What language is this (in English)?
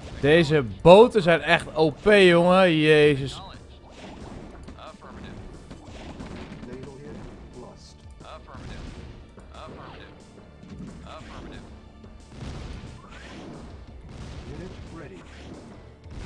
Dutch